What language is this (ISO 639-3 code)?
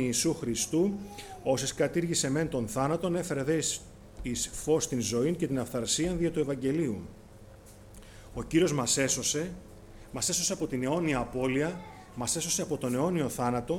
ell